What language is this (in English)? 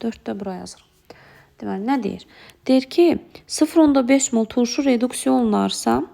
Azerbaijani